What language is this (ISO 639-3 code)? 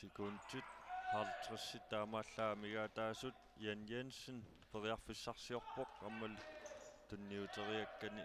kal